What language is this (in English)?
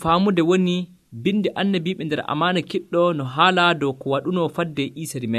Nigerian Fulfulde